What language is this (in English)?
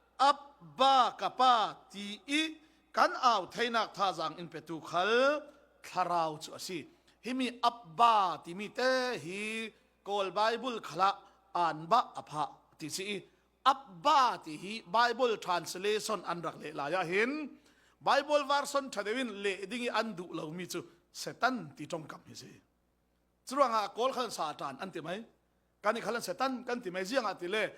Falam Chin